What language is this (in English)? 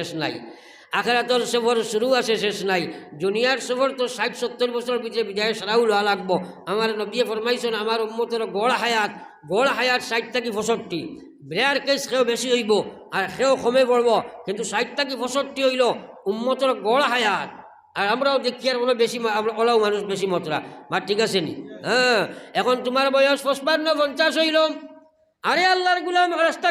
Sylheti